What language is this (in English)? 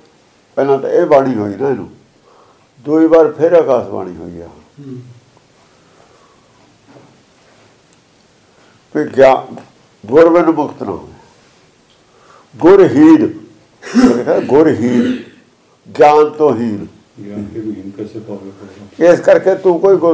Punjabi